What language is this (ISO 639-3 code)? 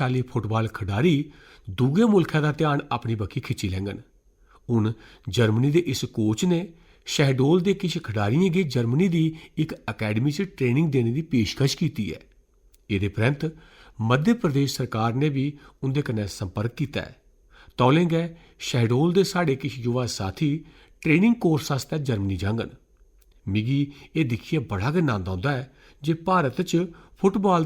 doi